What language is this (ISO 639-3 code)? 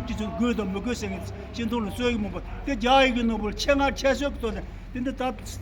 bod